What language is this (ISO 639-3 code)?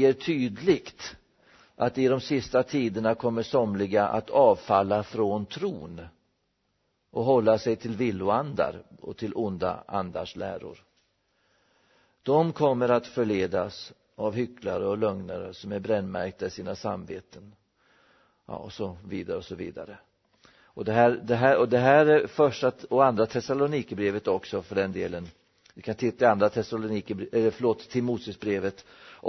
swe